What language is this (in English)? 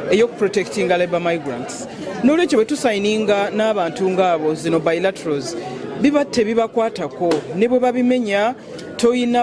Ganda